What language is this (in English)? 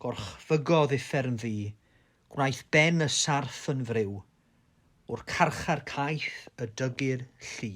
Welsh